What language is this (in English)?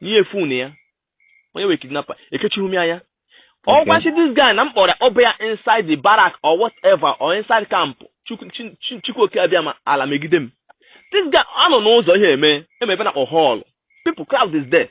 Igbo